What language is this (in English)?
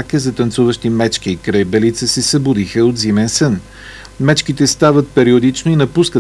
Bulgarian